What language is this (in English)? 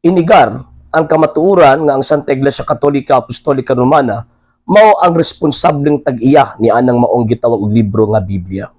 Cebuano